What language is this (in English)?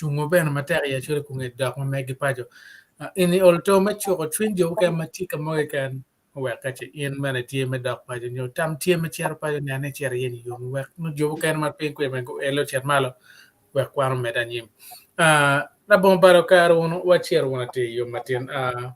Acoli